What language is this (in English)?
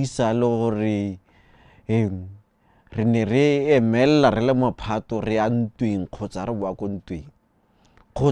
Tswana